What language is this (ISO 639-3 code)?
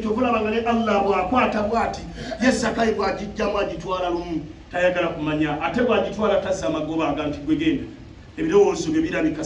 lug